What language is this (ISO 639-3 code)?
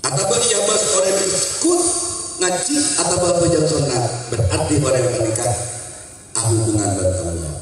mad